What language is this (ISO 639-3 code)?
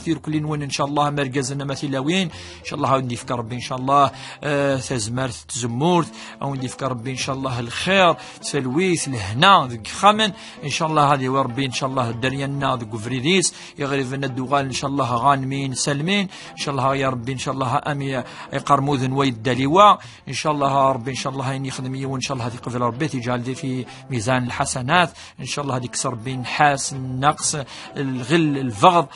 kab